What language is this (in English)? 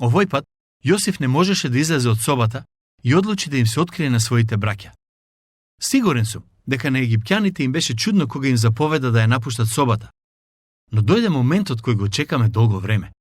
Macedonian